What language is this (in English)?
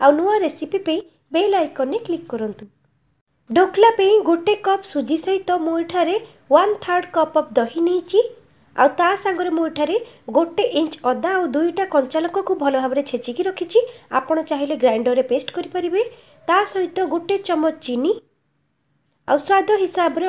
Odia